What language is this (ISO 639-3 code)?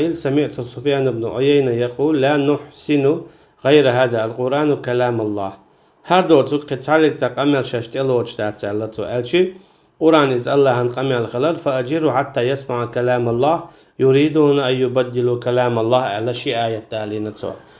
che